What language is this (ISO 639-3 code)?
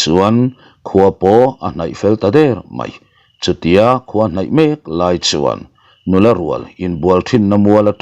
lus